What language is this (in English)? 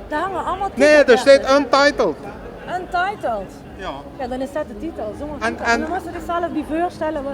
Limburgish